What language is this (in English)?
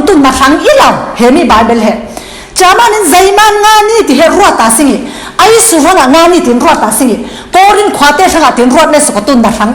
Falam Chin